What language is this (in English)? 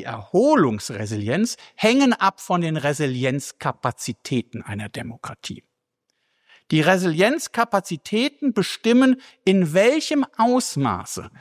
German